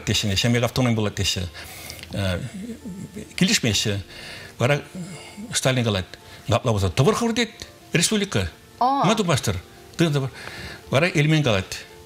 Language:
Chuvash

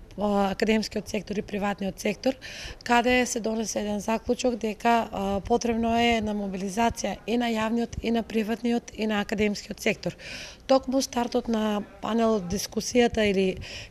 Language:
Macedonian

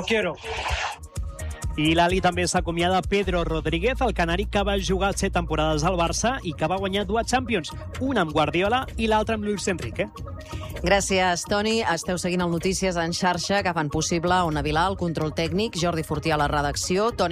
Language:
Catalan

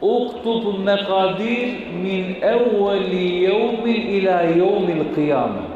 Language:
Balkan Romani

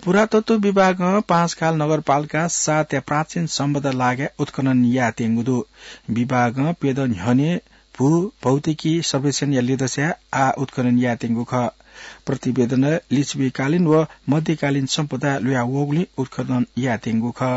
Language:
Newari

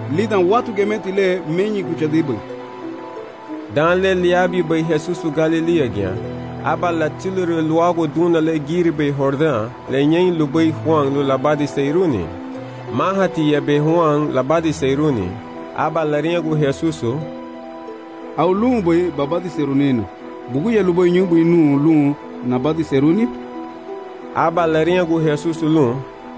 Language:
Garifuna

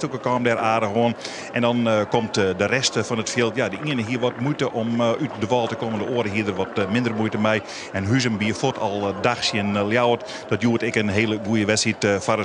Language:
Western Frisian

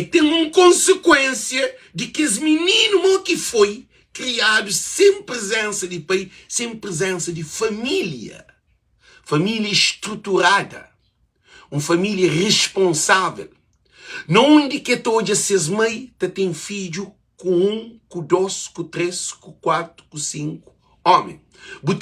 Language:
Kabuverdianu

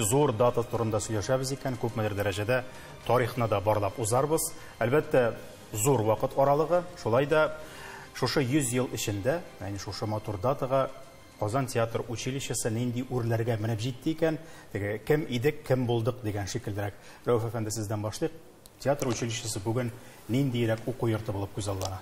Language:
Tatar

